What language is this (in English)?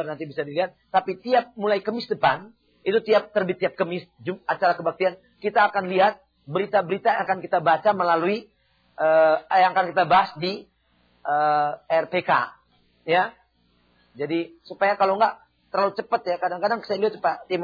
Indonesian